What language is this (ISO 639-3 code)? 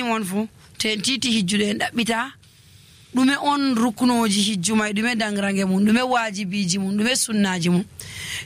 fuv